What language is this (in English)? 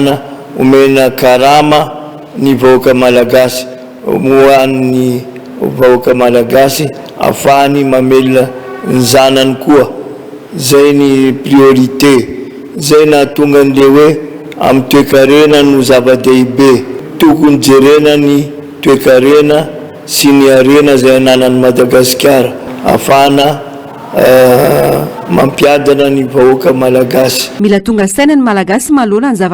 Malagasy